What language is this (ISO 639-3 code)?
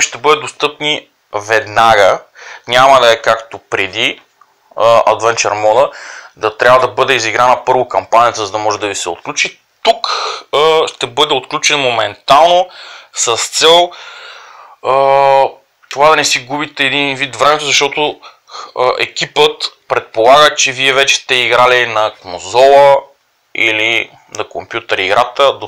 bul